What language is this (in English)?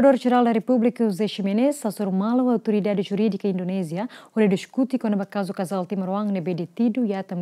Tetum